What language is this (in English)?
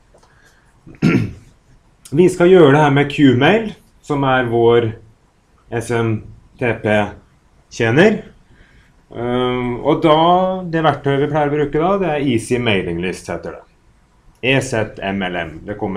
Norwegian